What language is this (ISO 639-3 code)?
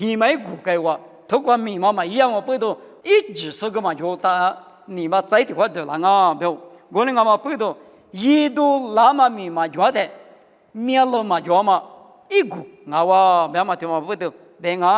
lis